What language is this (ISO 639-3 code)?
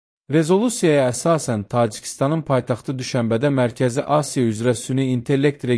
aze